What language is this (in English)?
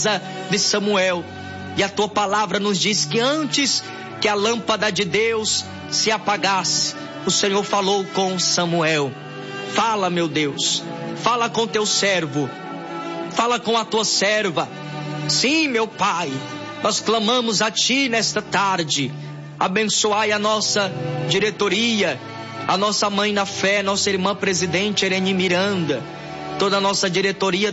Portuguese